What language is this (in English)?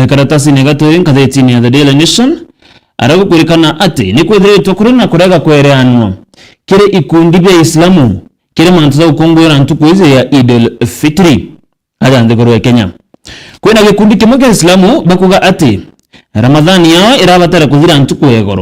Meru